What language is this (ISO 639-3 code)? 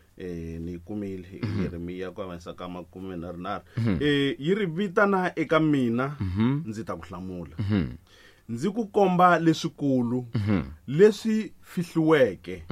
tso